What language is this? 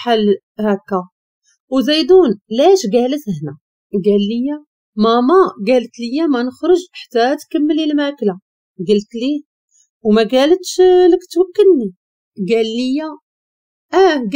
Moroccan Arabic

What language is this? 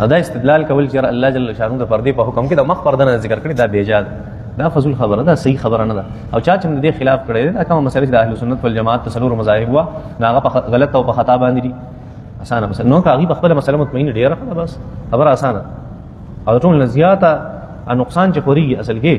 Pashto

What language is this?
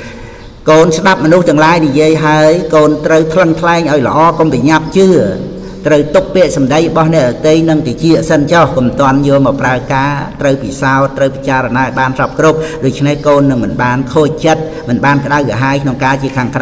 Khmer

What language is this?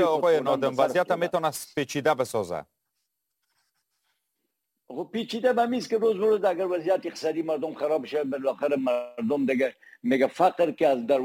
Persian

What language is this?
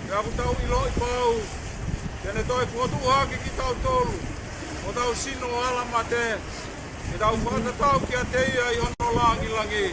Tongan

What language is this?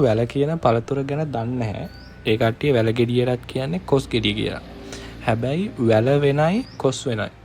Sinhala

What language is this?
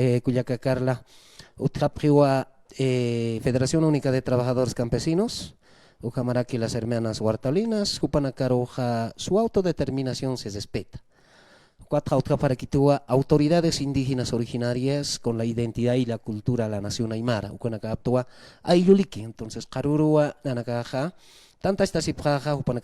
Aymara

